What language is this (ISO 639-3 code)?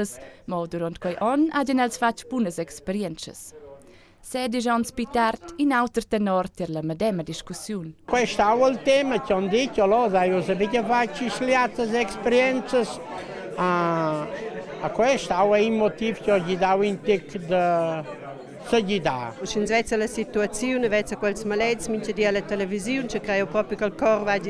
roh